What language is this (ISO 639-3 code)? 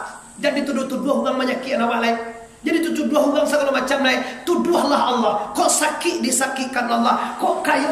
min